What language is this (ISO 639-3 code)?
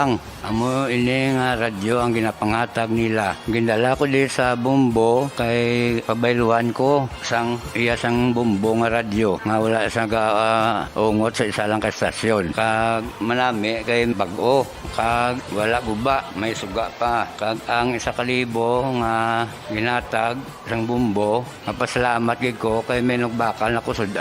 hil